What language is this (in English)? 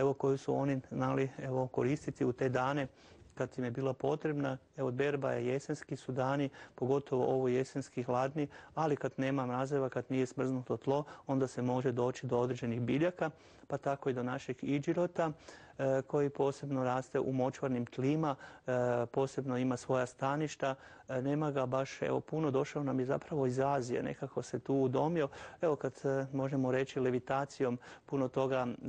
Croatian